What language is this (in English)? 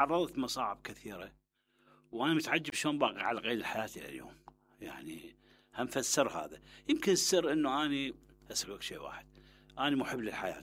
Mesopotamian Arabic